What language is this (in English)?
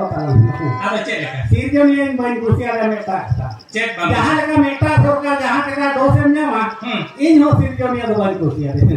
Santali